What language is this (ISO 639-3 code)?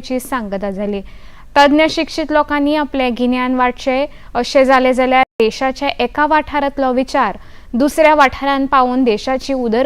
kok